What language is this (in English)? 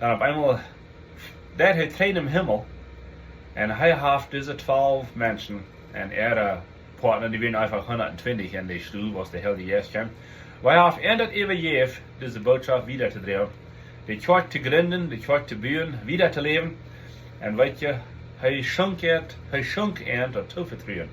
Plautdietsch